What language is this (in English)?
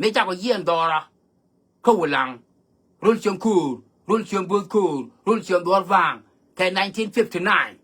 Nuer